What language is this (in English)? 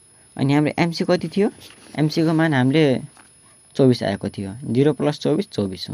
Nepali